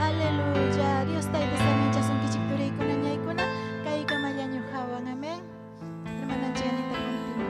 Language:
Ayacucho Quechua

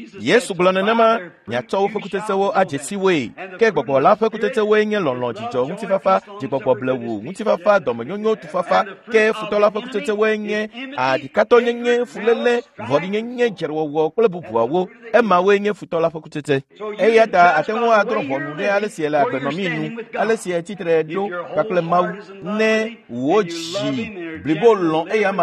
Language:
Ewe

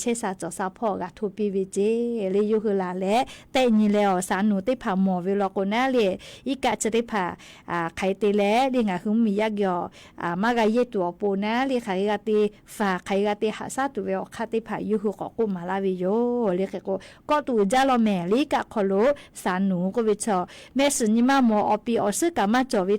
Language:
Lahu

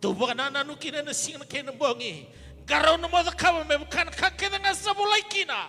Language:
Fijian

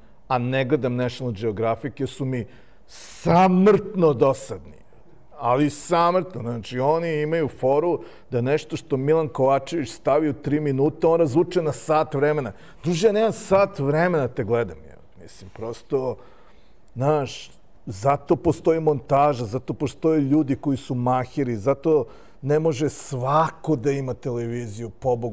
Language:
Serbian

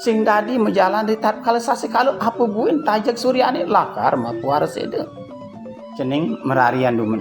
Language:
Balinese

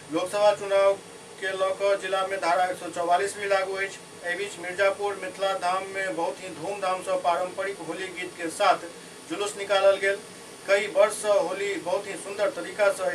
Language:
Maithili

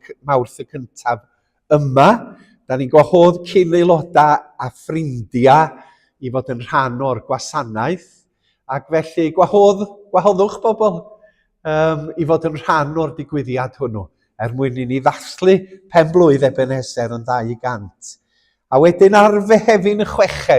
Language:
Welsh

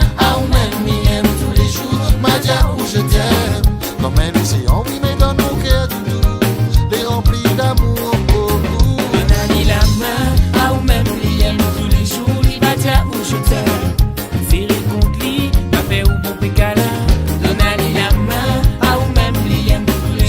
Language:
Réunion Creole French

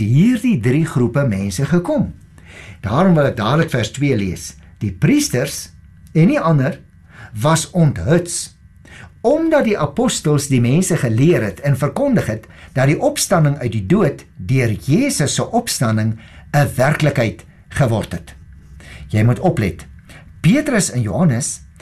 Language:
Afrikaans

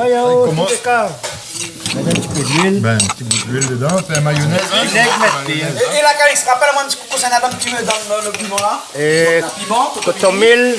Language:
Réunion Creole French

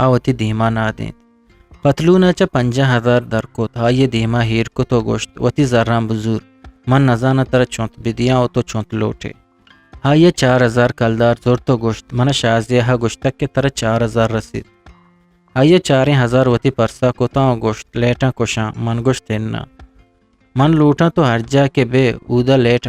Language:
Eastern Balochi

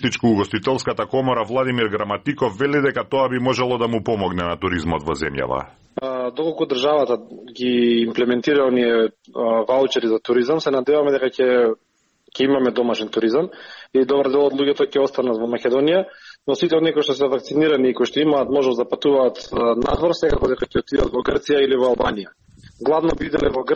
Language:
Macedonian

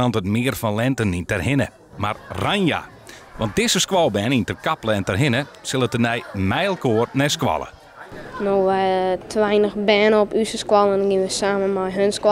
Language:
Western Frisian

